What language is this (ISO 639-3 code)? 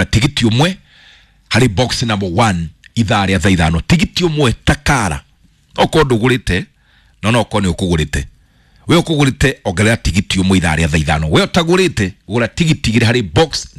kik